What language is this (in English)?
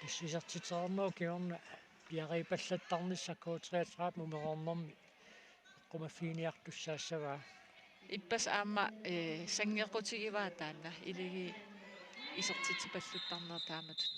Kalaallisut